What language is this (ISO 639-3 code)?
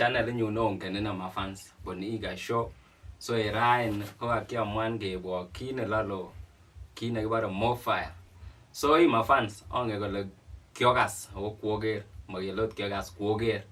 kln